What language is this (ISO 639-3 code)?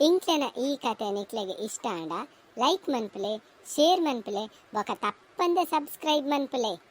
tcy